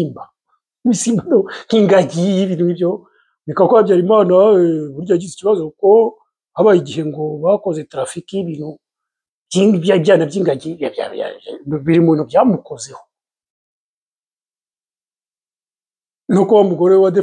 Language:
Kinyarwanda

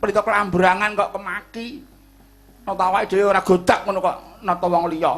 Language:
Javanese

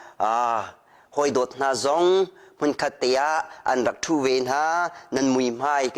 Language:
Hakha Chin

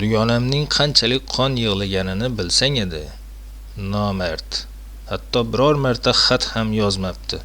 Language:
Uzbek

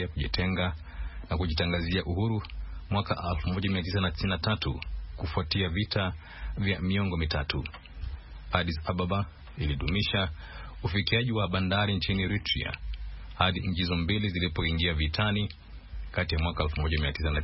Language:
Swahili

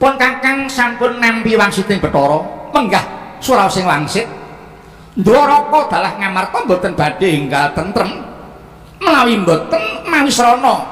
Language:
Javanese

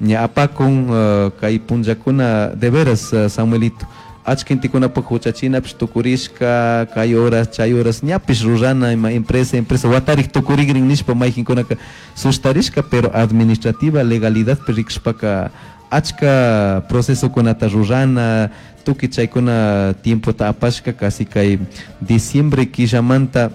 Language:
Chimborazo Highland Quichua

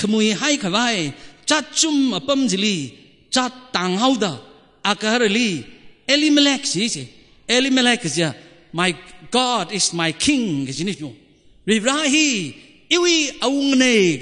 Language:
Tangkhul Naga (India)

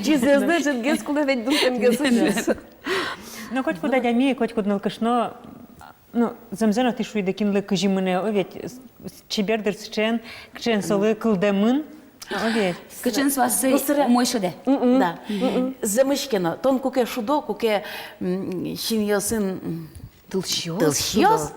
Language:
Udmurt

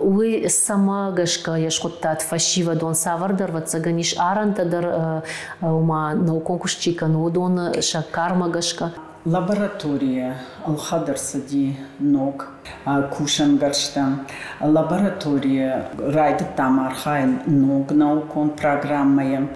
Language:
Ossetic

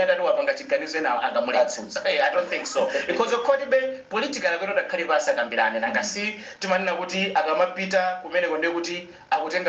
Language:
Nyanja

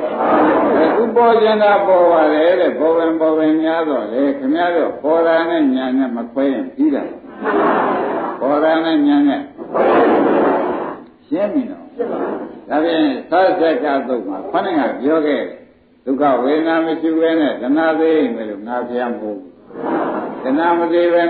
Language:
Burmese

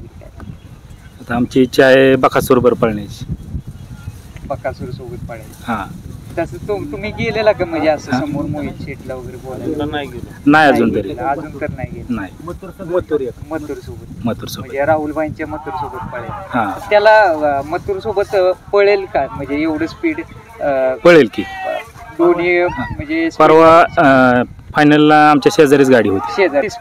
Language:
Marathi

